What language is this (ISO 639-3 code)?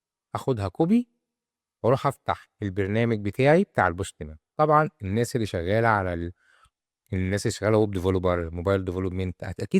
arz